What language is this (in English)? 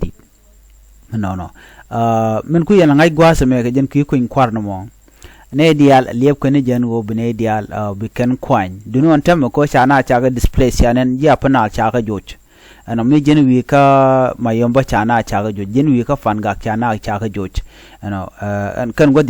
Nuer